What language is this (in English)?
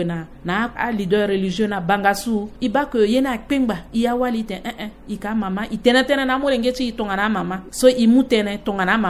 Sango